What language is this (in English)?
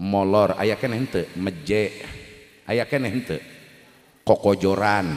Sundanese